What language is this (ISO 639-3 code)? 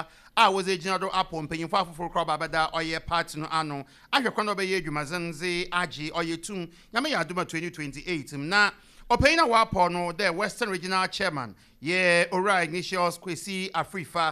aka